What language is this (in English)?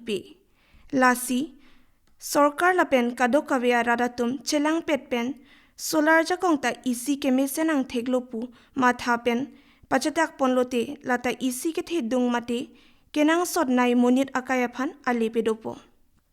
Karbi